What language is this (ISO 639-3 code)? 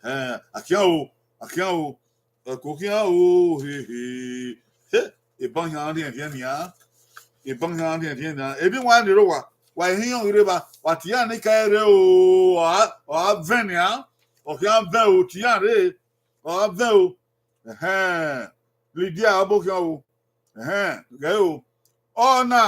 bin